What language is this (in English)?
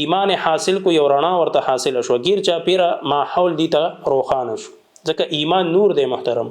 Pashto